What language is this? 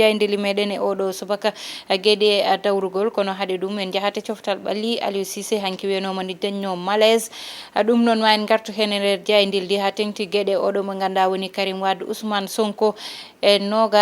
Fula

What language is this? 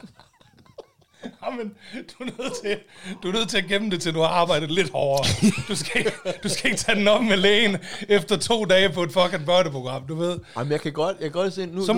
Danish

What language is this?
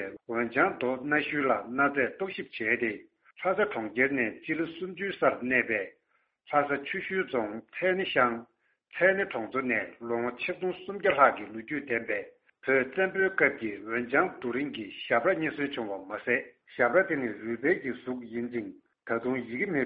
Tibetan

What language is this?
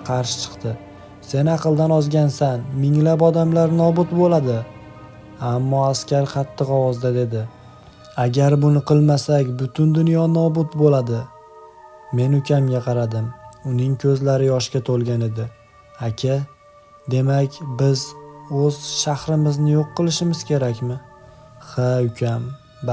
Uzbek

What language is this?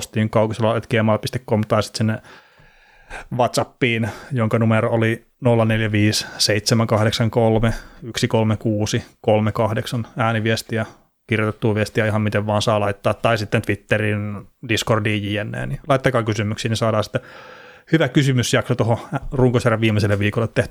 Finnish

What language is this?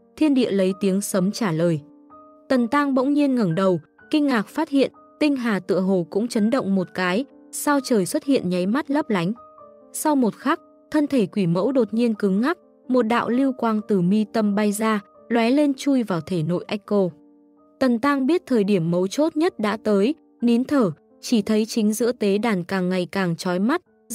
Vietnamese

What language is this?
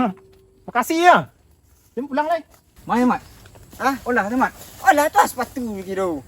Minangkabau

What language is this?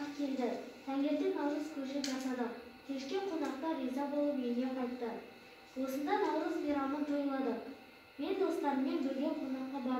Kazakh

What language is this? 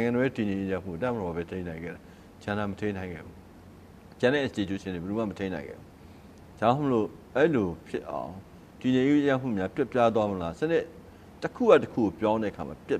Burmese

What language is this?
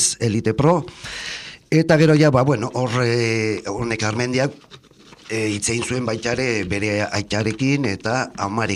Basque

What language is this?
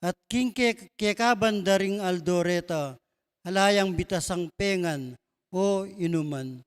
Pampanga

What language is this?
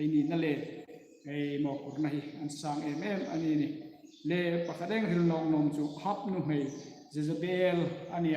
Hmar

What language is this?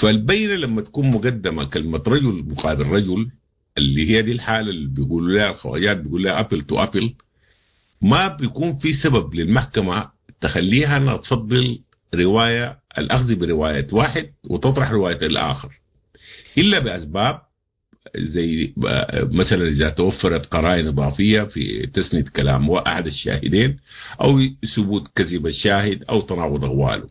Sudanese Arabic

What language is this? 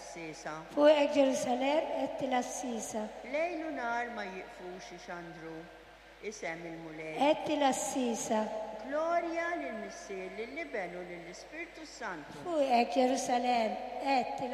Maltese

